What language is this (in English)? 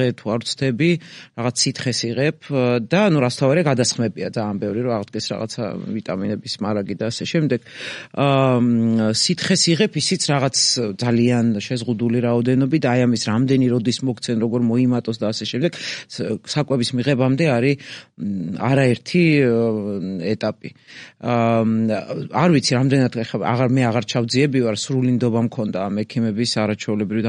Georgian